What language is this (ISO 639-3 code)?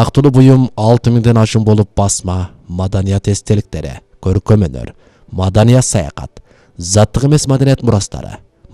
kir